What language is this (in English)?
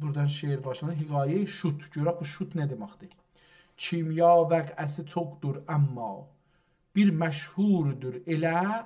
South Azerbaijani